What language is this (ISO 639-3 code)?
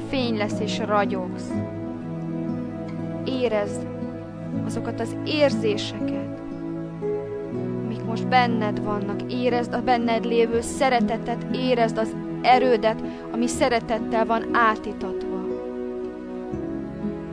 hun